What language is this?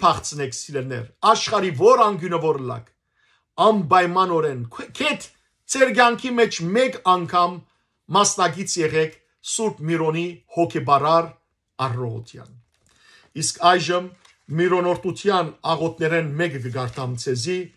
Western Armenian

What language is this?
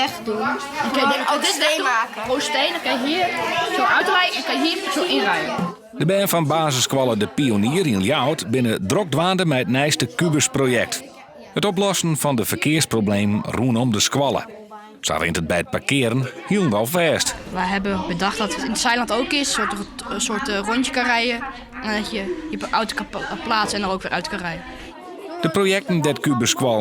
Western Frisian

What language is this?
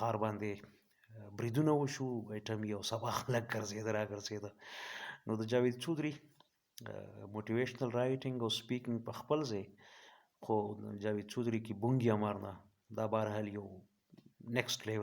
Pashto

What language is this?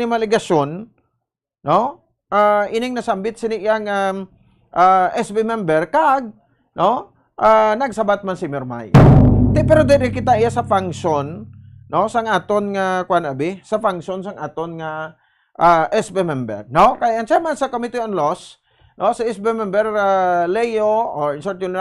Hiligaynon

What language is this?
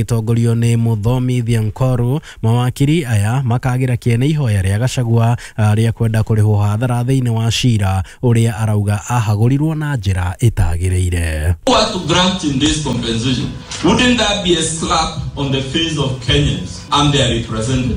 Kikuyu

